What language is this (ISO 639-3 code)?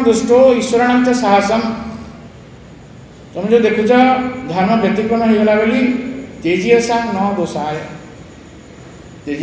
ori